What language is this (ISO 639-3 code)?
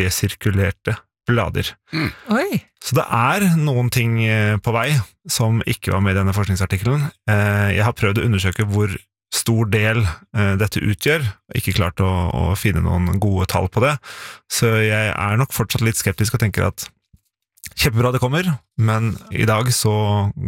nor